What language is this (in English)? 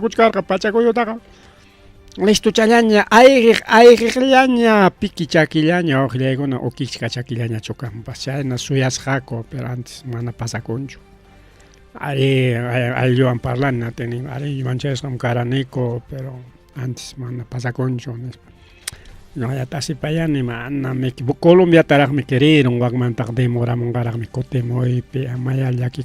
Ayacucho Quechua